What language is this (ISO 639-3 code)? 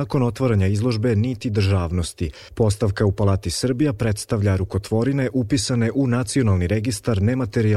srp